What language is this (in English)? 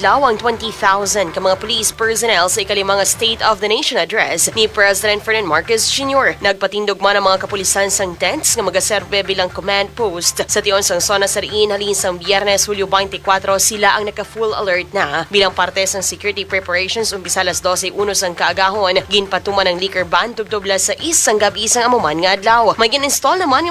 Hiligaynon